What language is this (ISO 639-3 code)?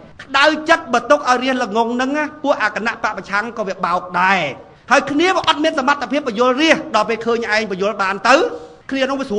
khm